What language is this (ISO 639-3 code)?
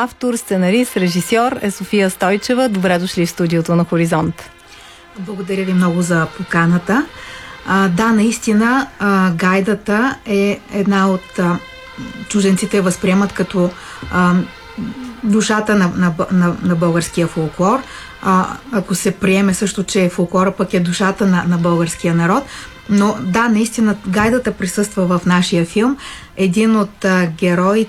bul